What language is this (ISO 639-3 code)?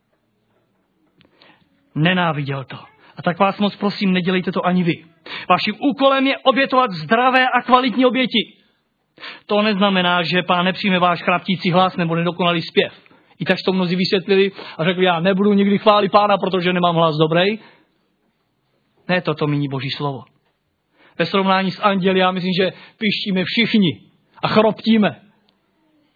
ces